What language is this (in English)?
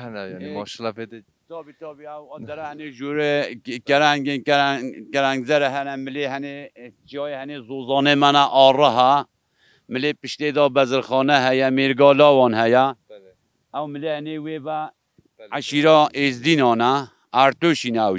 Kurdish